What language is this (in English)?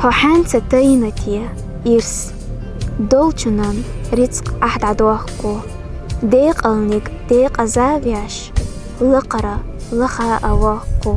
Chechen